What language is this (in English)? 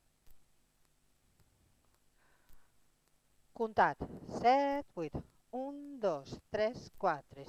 Catalan